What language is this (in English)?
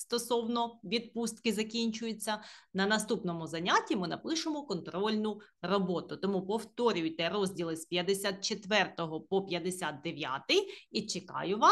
Ukrainian